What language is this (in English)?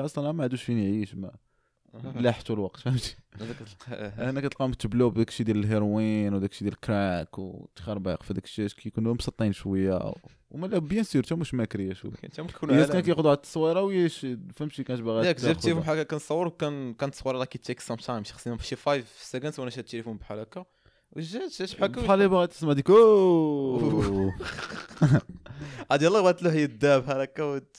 Moroccan Arabic